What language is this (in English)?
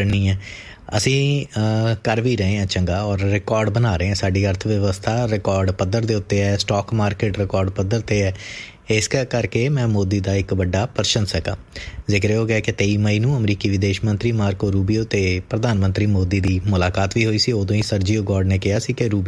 Punjabi